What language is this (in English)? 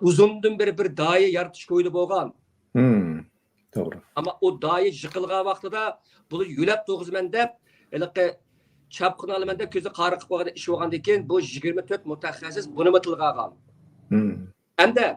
Uyghur